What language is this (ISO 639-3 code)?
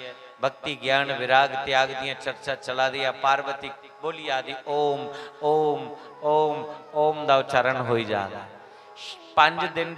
doi